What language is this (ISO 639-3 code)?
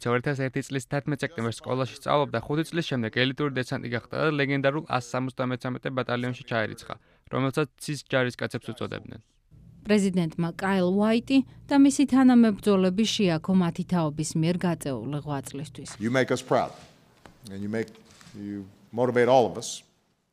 kat